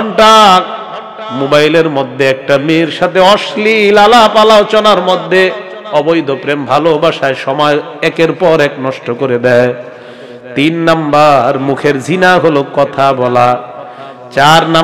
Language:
Bangla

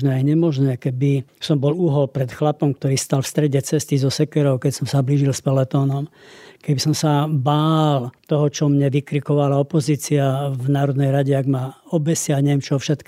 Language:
Slovak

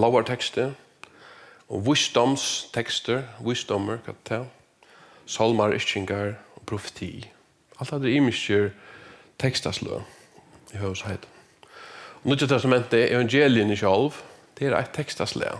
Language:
Faroese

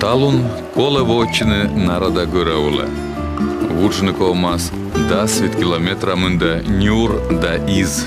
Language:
Komi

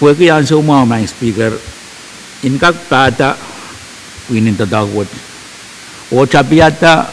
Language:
Pohnpeian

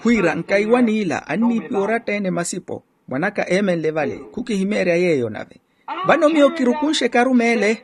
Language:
Makhuwa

